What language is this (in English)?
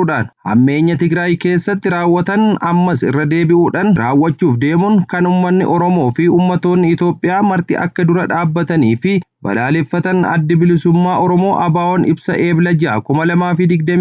Oromo